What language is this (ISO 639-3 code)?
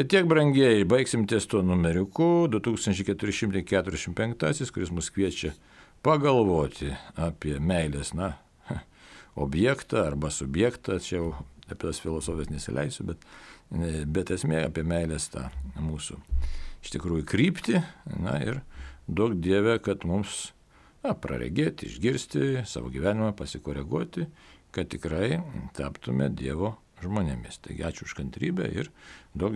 lit